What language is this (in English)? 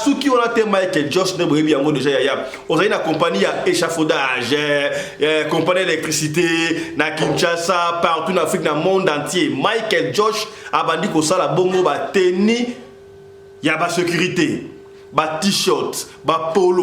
Lingala